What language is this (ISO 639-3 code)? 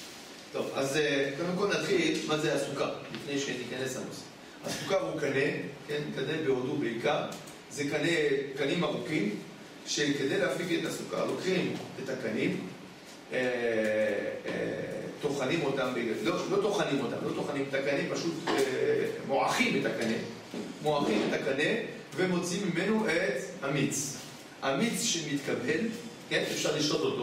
heb